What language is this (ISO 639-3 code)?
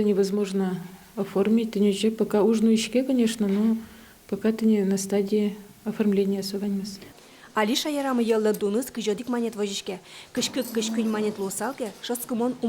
udm